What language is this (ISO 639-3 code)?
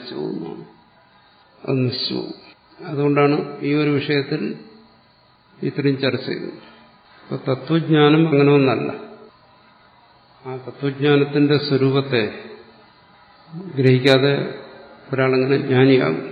mal